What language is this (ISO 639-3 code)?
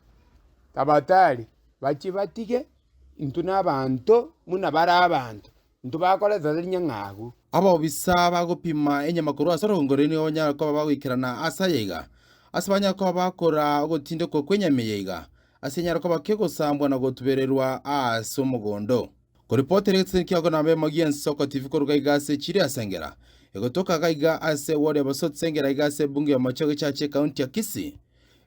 guz